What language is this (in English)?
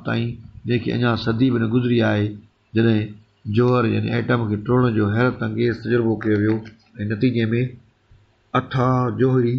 Sindhi